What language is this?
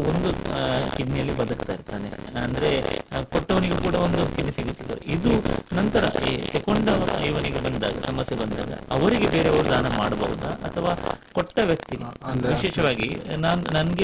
Kannada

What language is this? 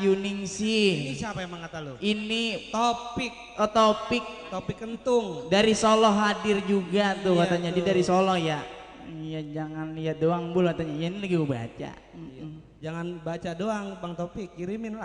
Betawi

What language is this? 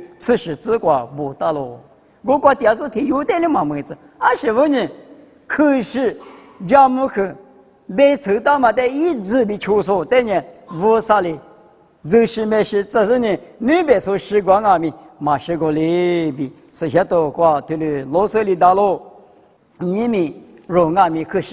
Lisu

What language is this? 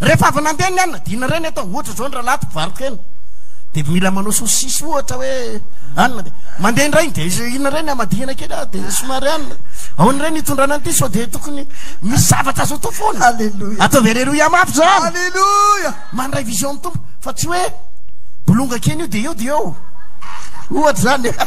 Malagasy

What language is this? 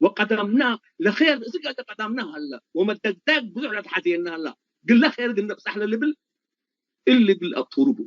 Tigre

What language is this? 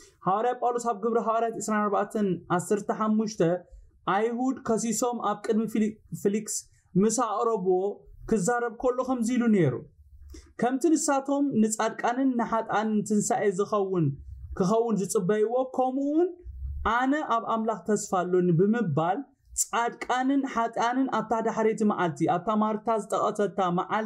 Tigrinya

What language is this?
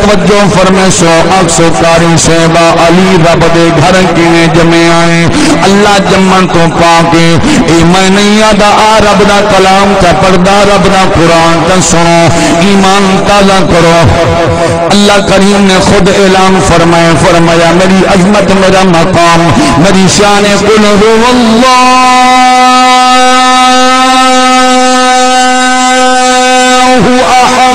Saraiki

